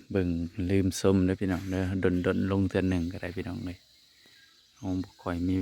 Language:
Northeastern Thai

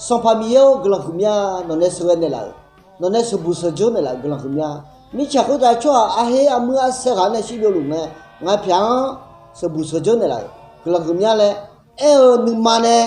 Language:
Akha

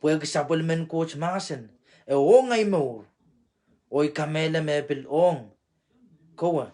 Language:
Pohnpeian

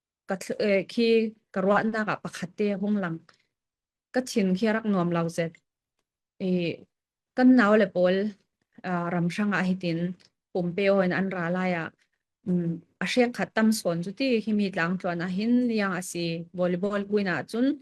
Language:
Falam Chin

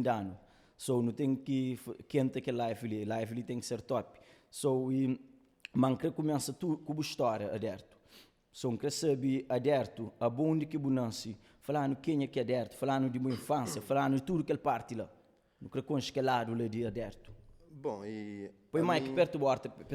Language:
Kabuverdianu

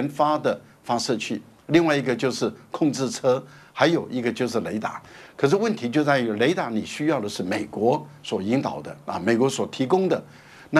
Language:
Chinese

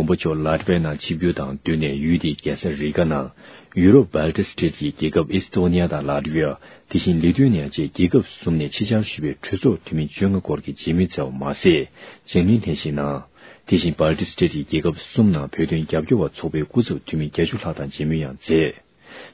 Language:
Tibetan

